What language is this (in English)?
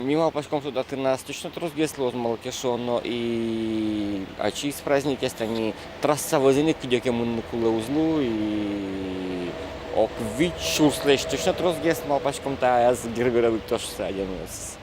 Udmurt